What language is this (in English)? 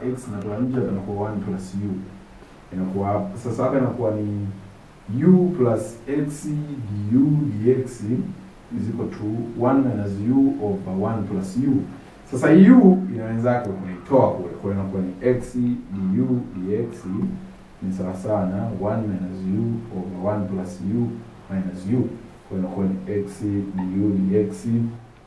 Swahili